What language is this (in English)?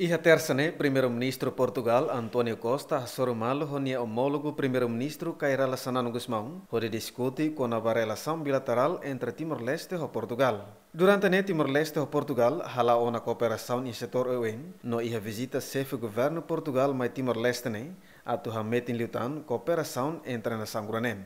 Tetum